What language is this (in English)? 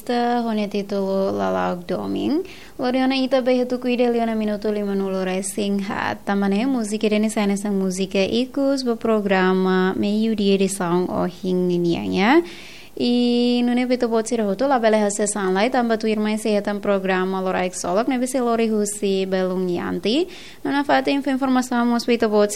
Tetum